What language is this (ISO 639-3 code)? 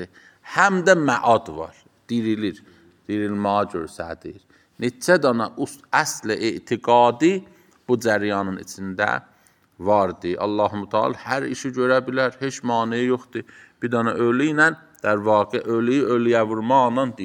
aze